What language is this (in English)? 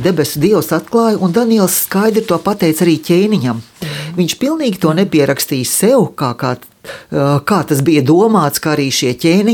Latvian